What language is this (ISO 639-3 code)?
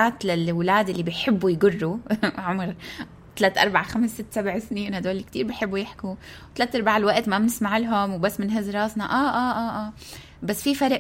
apc